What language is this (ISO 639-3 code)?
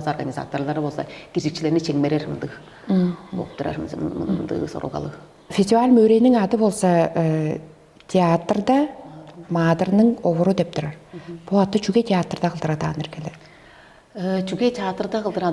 tyv